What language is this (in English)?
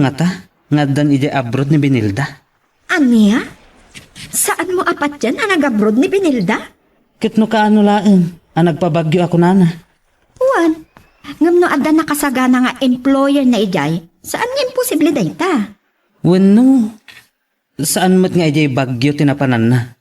Iloko